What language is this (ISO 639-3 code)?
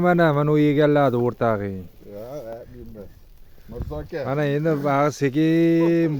uzb